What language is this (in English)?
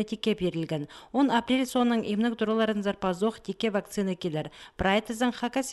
Khakas